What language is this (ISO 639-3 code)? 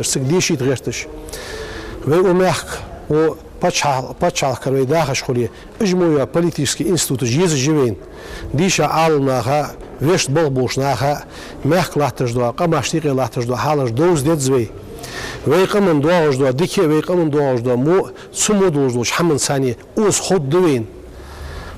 inh